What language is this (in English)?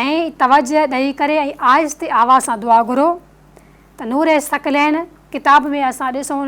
Sindhi